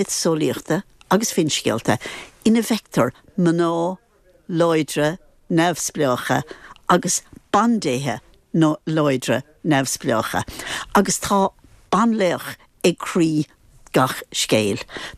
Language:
Irish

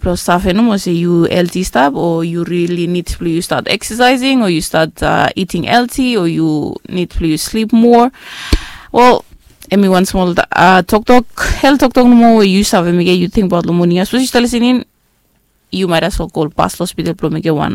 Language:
Bislama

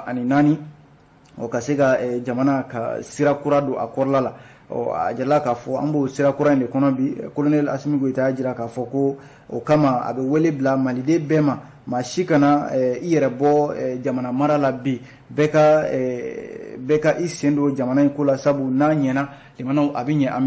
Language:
Bambara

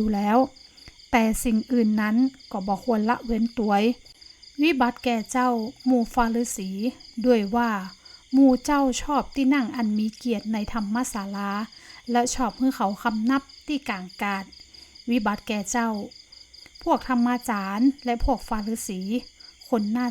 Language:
Northern Thai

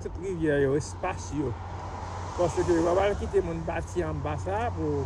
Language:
Haitian Creole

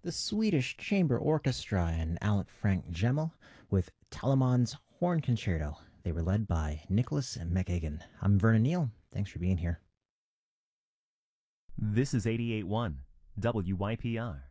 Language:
English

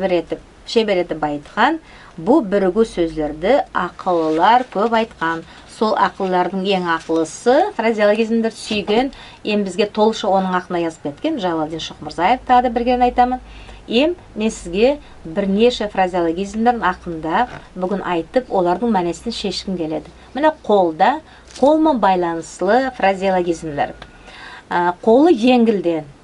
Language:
Nogai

